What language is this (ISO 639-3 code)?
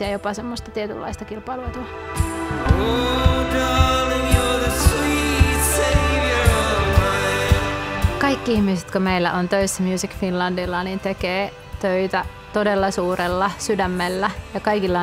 fin